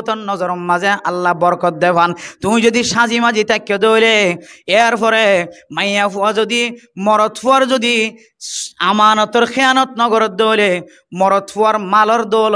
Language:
Rohingya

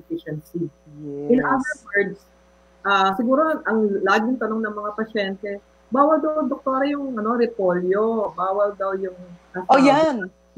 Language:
Filipino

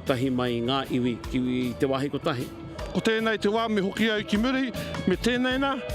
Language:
Māori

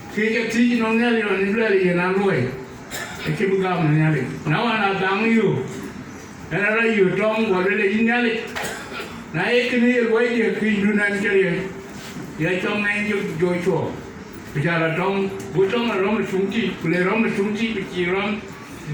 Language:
Dinka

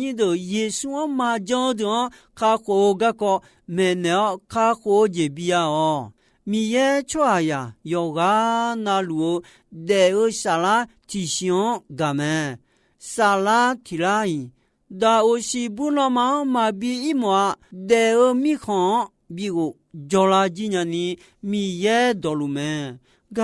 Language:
Akha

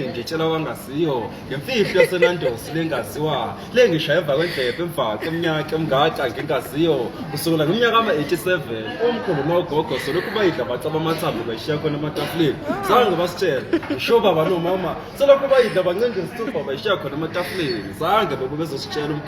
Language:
Zulu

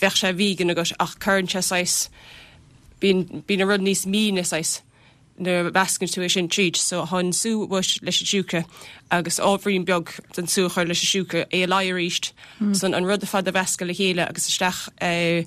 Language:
Irish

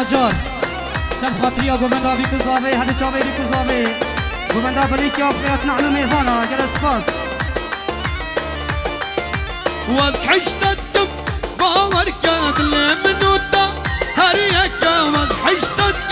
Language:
Kurdish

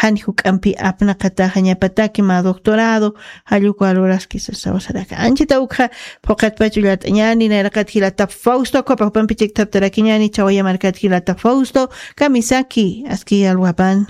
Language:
Aymara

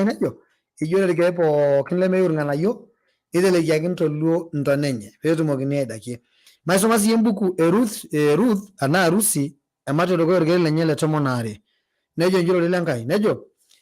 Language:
Masai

